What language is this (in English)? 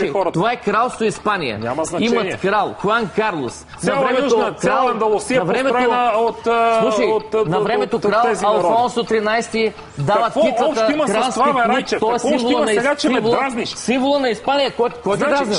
Bulgarian